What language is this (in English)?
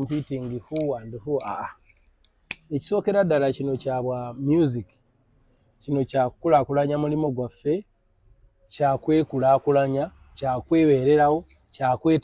Ganda